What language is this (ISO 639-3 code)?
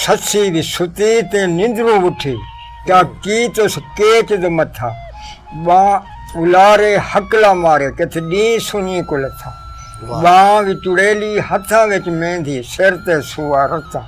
skr